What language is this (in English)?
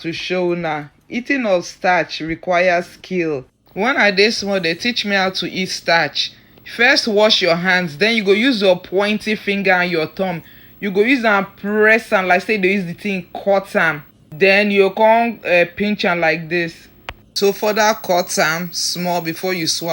Nigerian Pidgin